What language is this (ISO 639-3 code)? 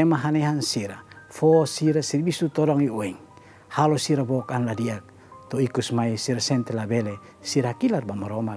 tet